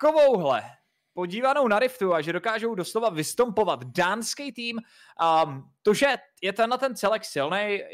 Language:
Czech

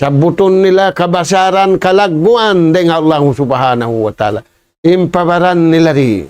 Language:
Tausug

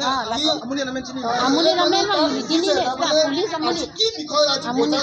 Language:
Karbi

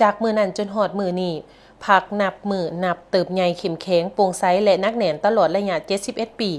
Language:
Lao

